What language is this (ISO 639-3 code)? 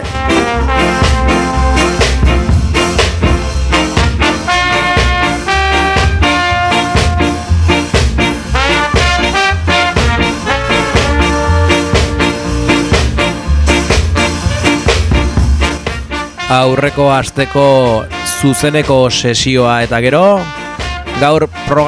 eus